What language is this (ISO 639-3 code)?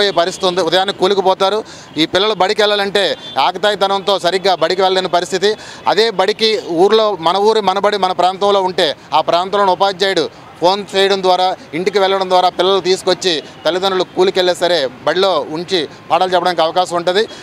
tel